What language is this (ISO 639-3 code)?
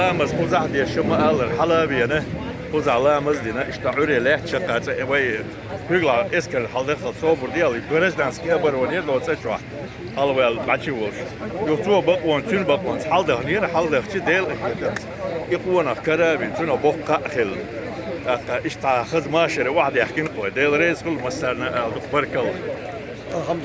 che